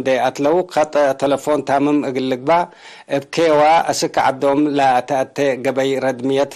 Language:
Tigre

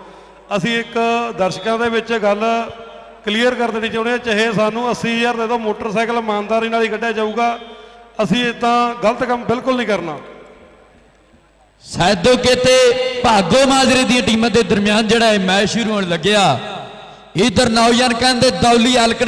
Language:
Punjabi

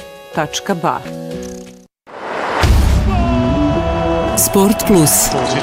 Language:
Bosnian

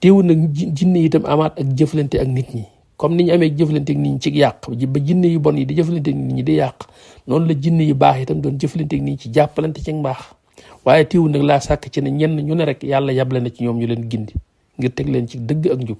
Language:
Wolof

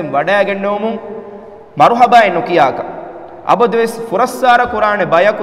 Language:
Divehi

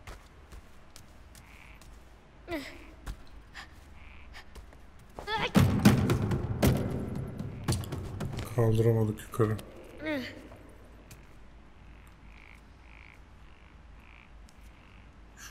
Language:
Turkish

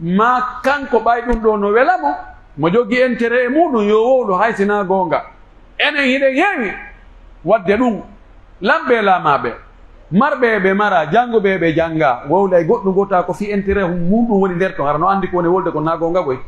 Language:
Pular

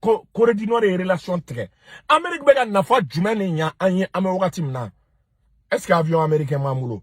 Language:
Bambara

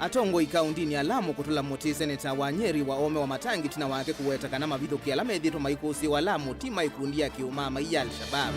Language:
Kamba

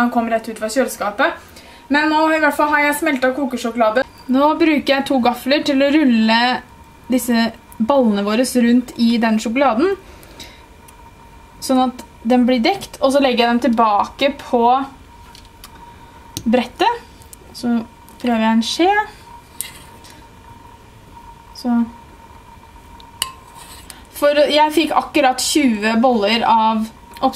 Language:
Norwegian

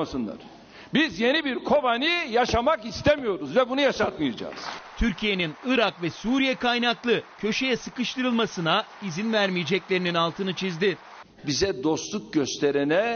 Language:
Turkish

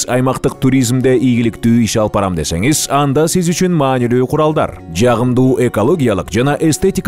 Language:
Kyrgyz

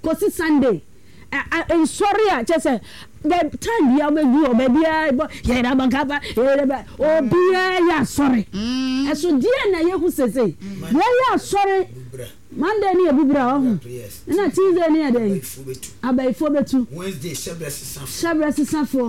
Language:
Akan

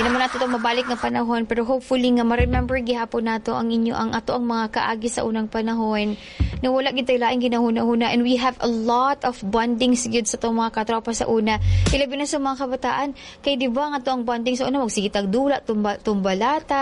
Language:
Cebuano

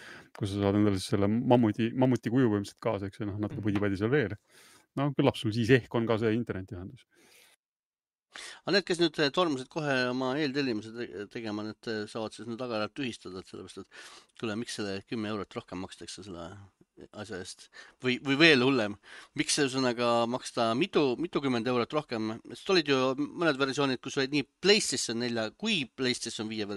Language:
Estonian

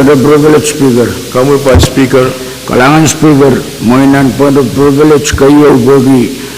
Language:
Pohnpeian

